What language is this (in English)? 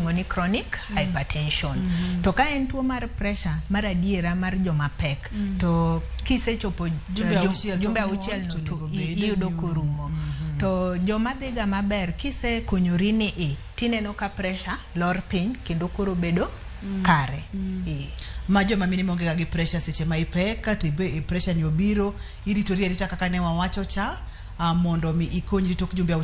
Luo (Kenya and Tanzania)